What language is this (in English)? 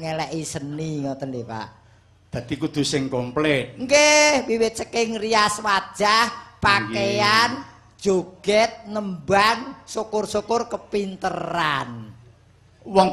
Javanese